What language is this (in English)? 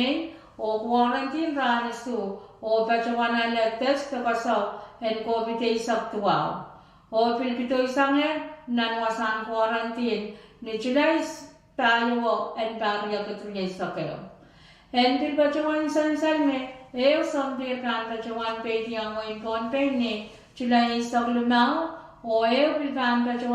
Pohnpeian